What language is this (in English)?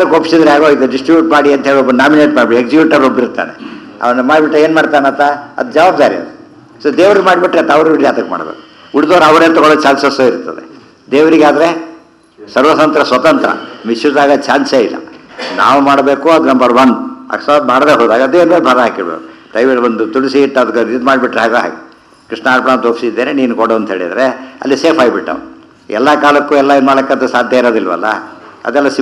Kannada